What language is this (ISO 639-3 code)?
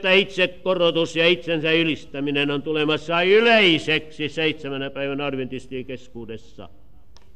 fin